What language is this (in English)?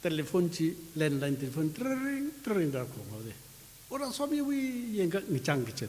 Tangkhul Naga (India)